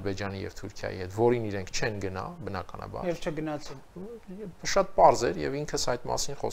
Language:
Armenian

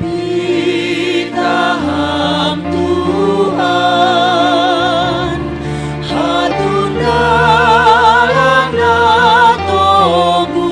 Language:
Batak Simalungun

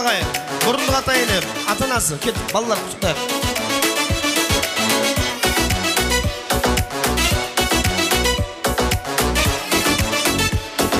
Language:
Kara-Kalpak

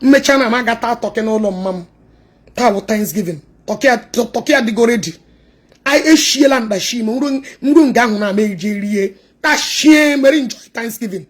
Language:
Igbo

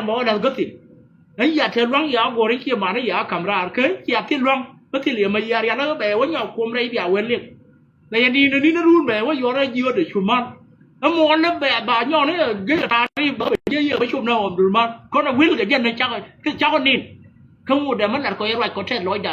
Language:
Nuer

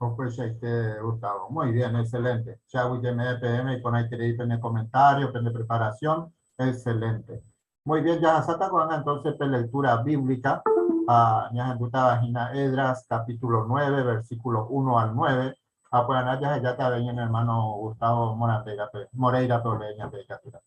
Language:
Guarani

